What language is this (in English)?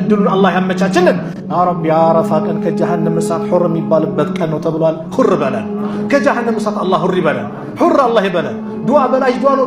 Amharic